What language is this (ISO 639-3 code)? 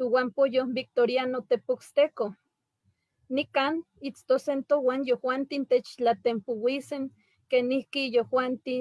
nhe